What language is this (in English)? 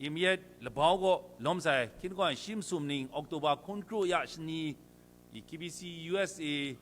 Kachin